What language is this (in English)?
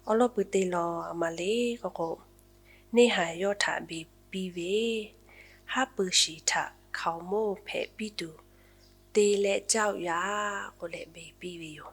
Lahu